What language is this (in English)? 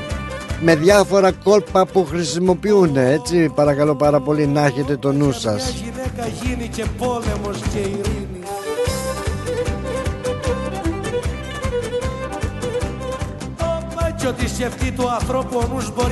Greek